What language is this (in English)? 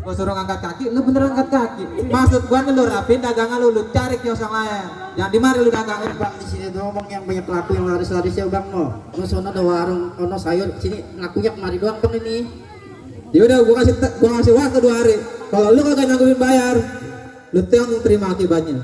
Betawi